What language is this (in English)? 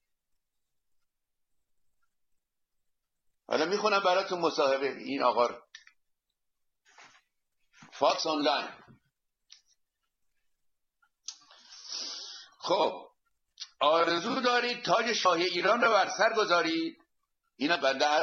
Persian